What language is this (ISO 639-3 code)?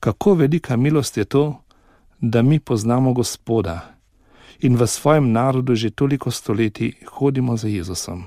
slv